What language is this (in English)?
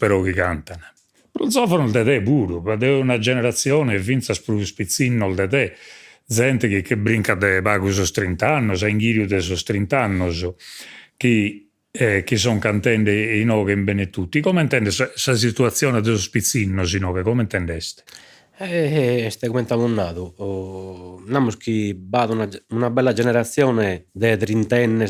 Sardinian